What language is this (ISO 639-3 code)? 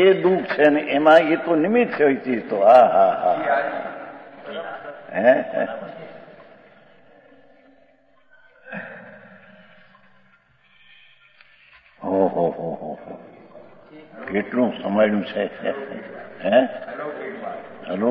guj